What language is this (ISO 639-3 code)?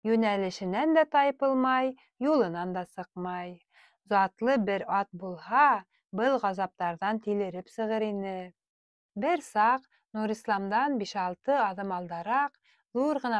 bak